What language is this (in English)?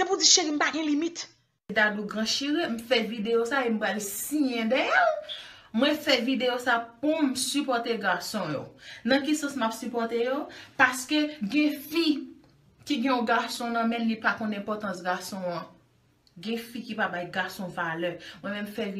Haitian Creole